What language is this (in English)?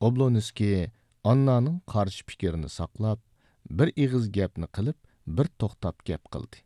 Uyghur